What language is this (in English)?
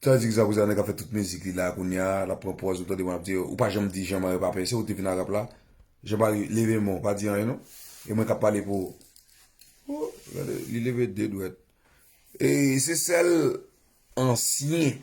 Haitian Creole